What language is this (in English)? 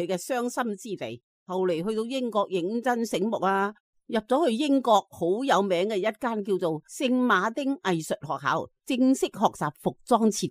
Cantonese